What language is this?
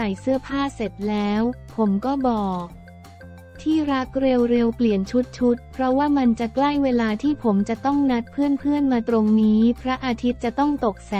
Thai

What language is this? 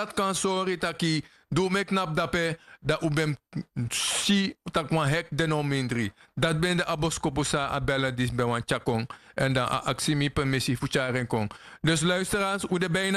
Sranan Tongo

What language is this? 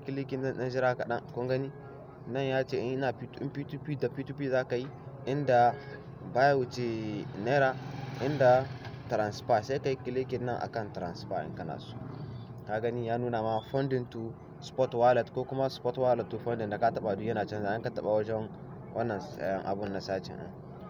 Hausa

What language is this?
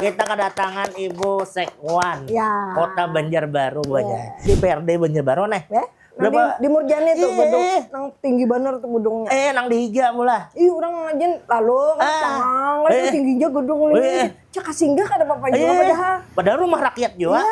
Banjar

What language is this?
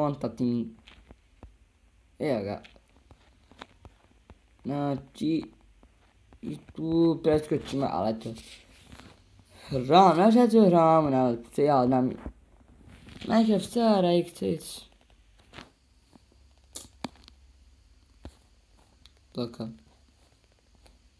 Bosnian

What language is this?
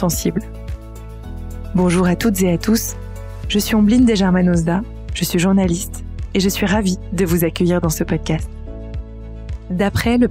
French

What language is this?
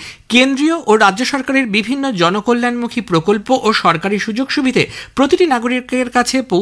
Bangla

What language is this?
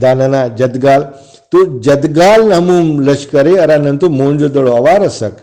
Brahui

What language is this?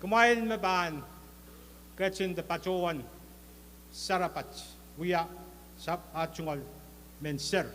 Pohnpeian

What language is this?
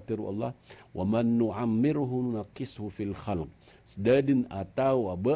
Maranao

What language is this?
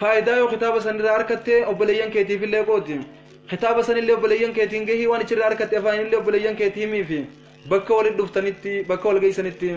Oromo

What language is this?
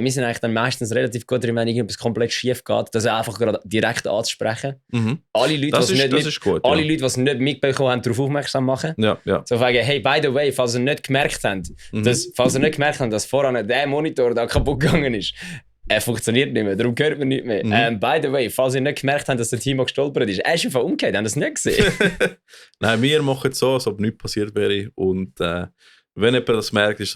Swiss German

